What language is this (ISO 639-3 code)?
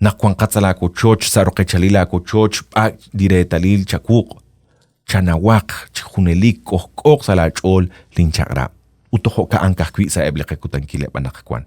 kek